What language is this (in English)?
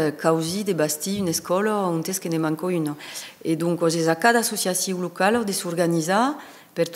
Occitan